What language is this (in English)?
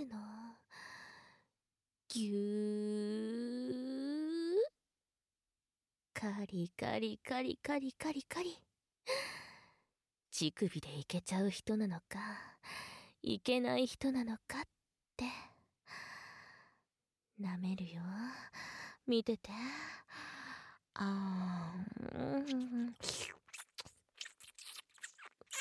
Japanese